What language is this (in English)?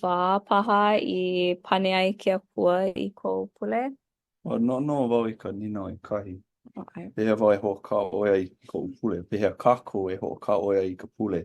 Hawaiian